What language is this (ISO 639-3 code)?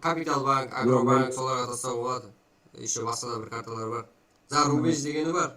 kaa